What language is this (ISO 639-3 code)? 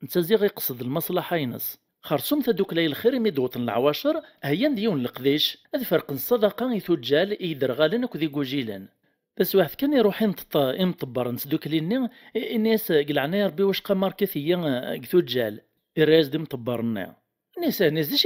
kab